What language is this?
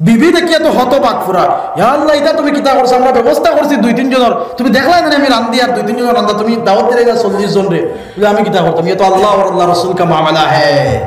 Sylheti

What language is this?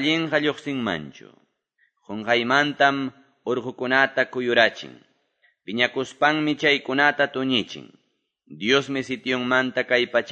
Quechua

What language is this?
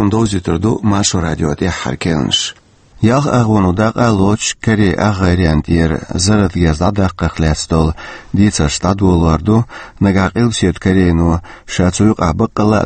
Chechen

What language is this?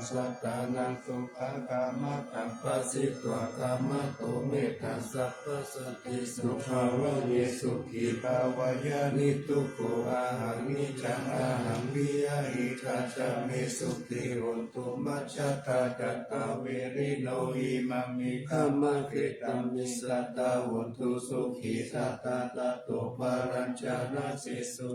Pali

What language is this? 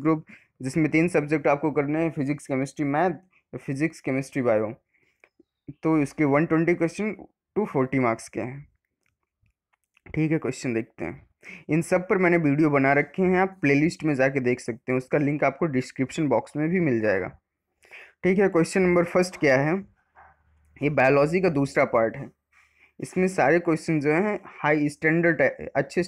Hindi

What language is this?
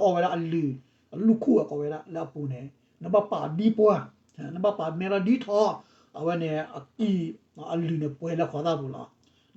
S'gaw Karen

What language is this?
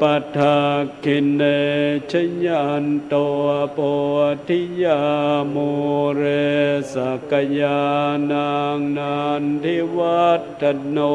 Pali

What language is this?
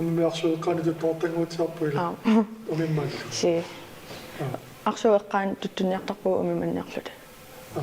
Kalaallisut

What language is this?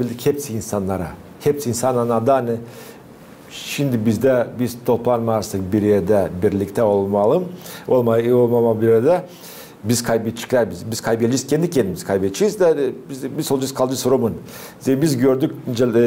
Gagauz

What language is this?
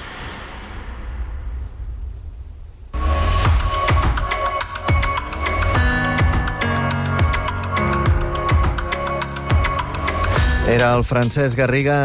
Catalan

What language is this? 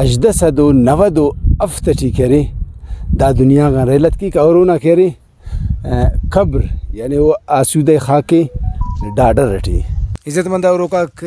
Brahui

